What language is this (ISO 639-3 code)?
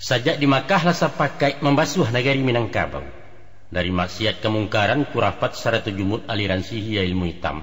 min